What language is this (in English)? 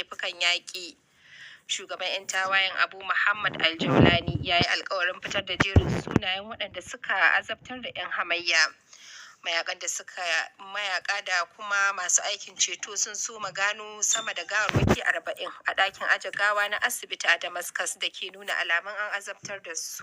Hausa